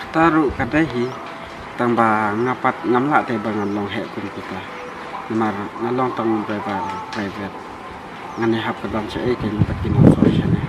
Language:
Khasi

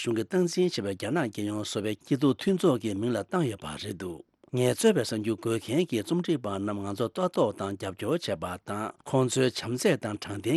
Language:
Tibetan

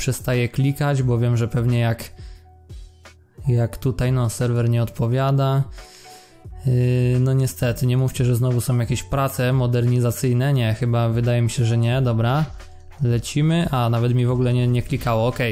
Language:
Polish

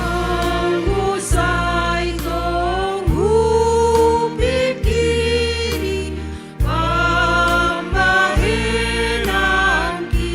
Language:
Batak Simalungun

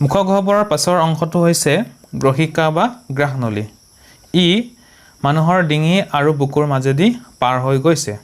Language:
Assamese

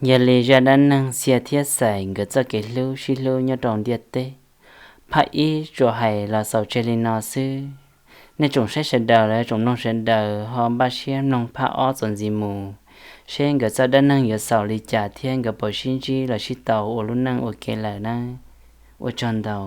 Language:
Hmong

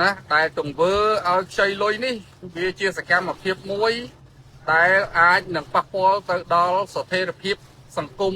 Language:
Khmer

